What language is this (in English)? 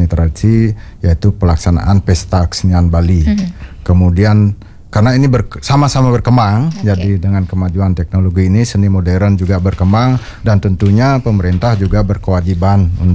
Indonesian